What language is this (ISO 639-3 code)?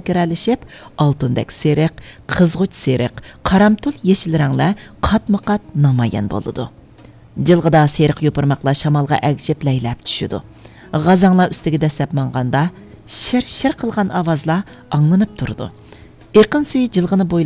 uig